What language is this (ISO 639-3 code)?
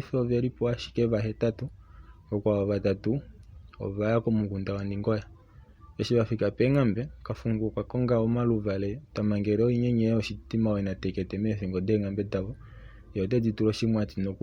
kua